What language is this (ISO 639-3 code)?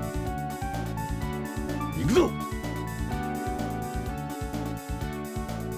jpn